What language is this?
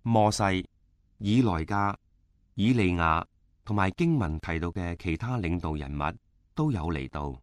Cantonese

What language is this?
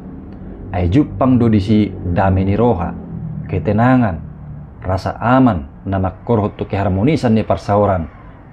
Batak Toba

